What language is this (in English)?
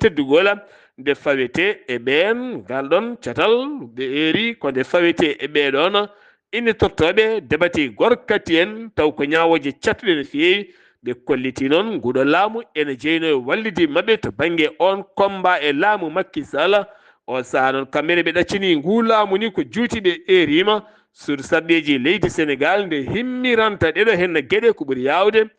Fula